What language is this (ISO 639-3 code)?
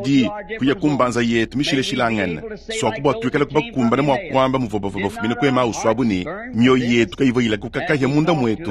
lua